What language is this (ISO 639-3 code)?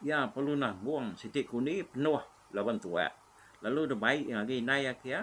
iba